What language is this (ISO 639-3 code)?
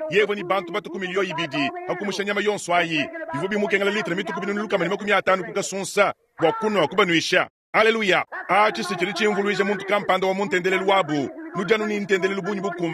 lua